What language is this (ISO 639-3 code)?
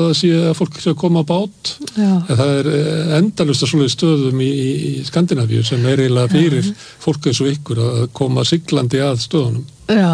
isl